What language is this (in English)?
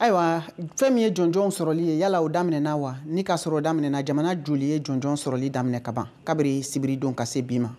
Bambara